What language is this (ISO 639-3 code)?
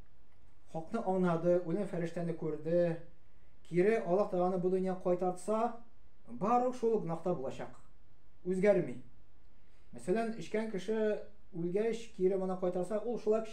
tat